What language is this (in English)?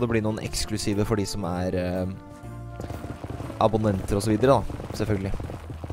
Norwegian